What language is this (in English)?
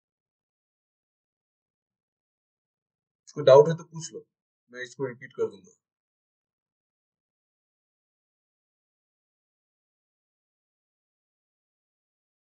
Hindi